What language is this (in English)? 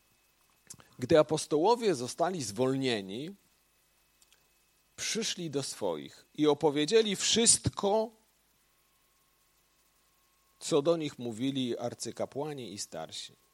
Polish